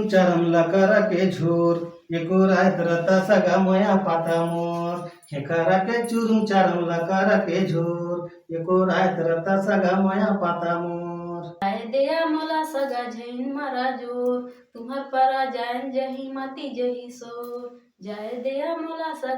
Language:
Chhattisgarhi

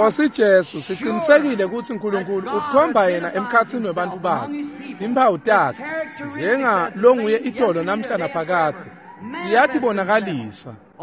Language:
Swati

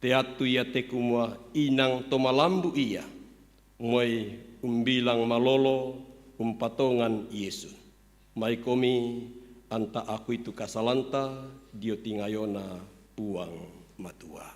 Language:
Toraja-Sa'dan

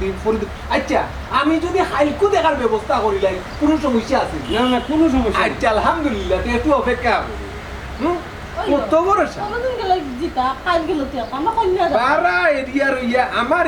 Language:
Sylheti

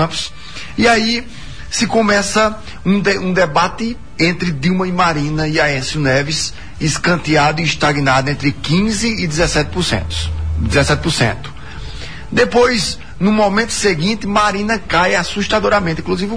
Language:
Portuguese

